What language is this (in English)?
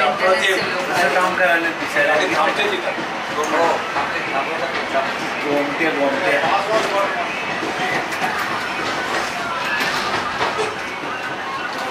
Marathi